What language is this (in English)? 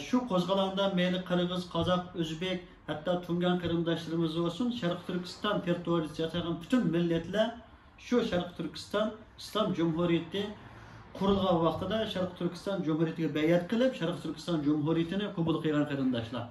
Uyghur